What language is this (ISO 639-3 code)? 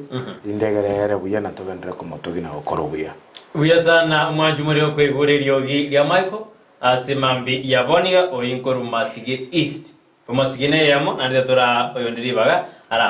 guz